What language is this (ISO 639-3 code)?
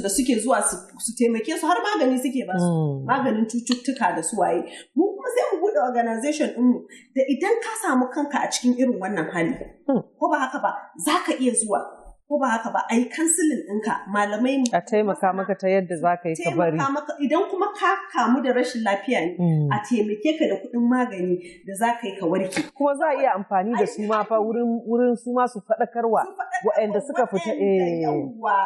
hau